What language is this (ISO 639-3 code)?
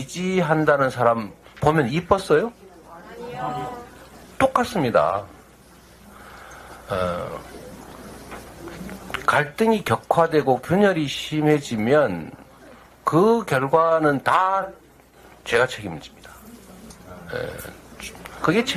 kor